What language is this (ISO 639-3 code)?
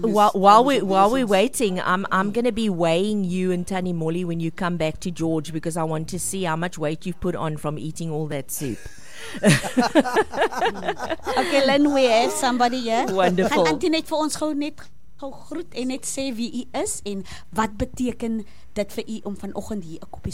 afr